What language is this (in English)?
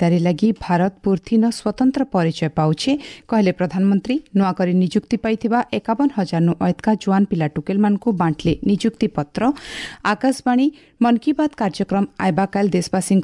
Odia